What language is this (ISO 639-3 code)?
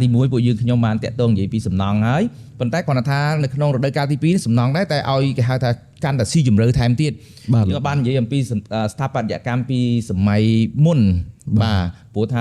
khm